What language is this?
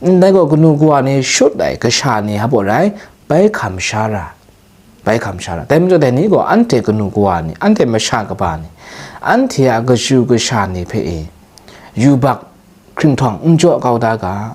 Kachin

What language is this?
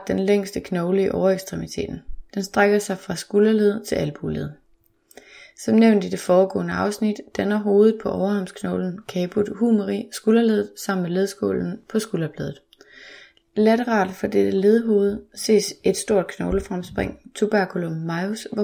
Danish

